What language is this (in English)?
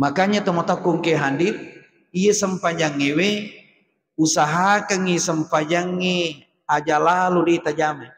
Buginese